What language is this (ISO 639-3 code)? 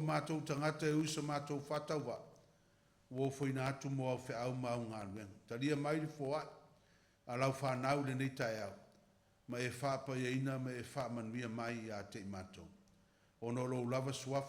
smo